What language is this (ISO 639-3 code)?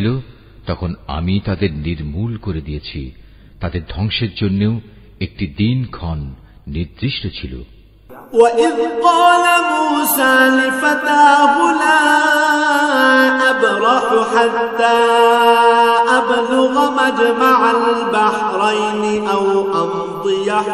ben